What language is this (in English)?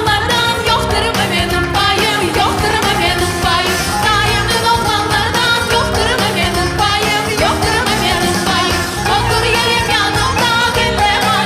Crimean Tatar